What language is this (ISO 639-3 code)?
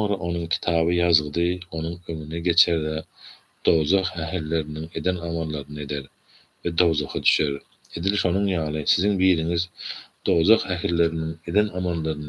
tuk